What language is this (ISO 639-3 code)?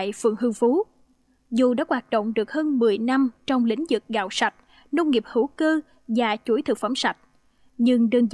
vie